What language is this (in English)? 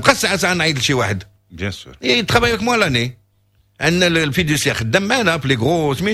Moroccan Arabic